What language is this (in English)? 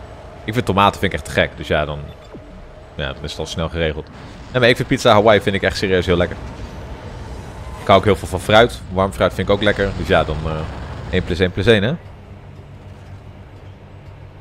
Dutch